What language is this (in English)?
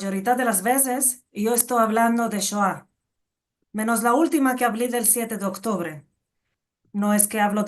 Ladino